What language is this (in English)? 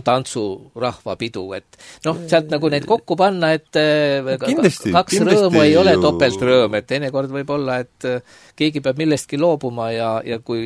Estonian